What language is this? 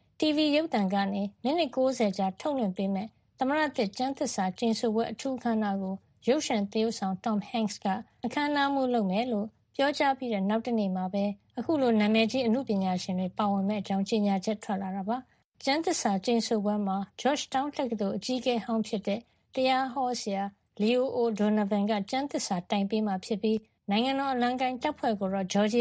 Burmese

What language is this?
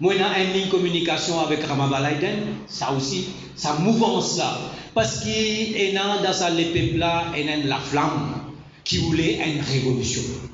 Morisyen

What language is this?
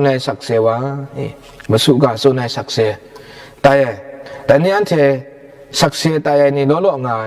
Kachin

